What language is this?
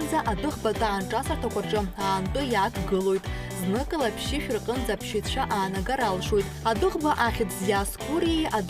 Abkhazian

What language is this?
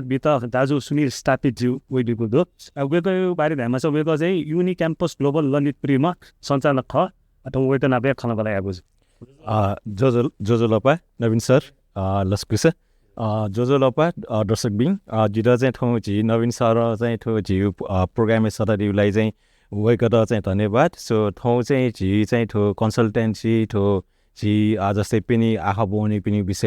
Newari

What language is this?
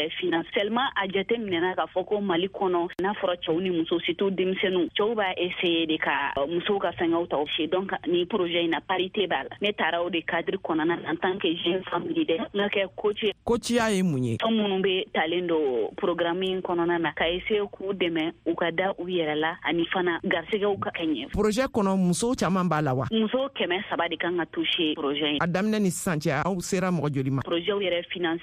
Bambara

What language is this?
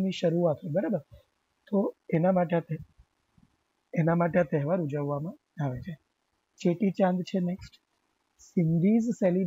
Gujarati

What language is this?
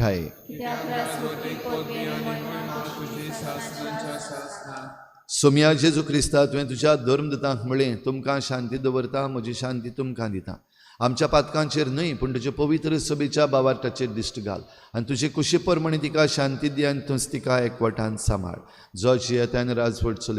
Konkani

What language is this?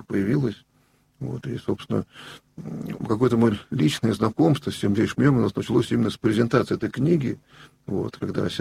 Russian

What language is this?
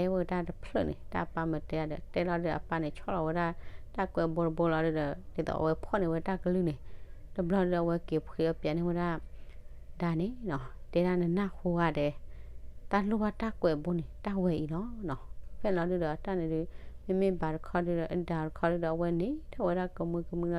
S'gaw Karen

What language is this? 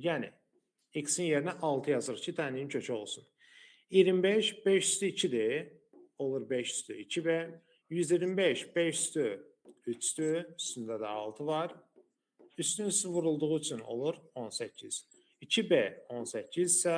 Azerbaijani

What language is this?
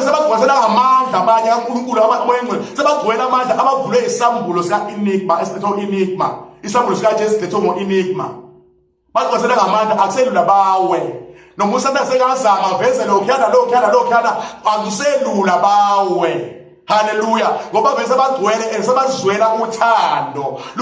Zulu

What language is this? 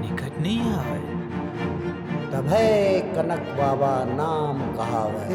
Chhattisgarhi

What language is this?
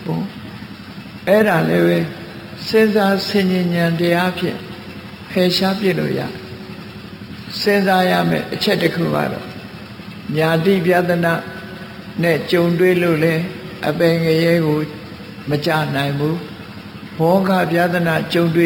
Burmese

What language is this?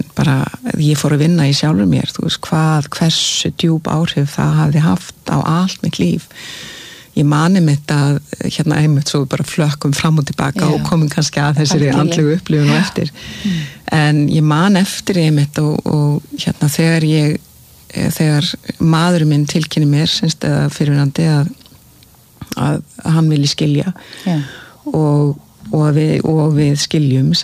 Icelandic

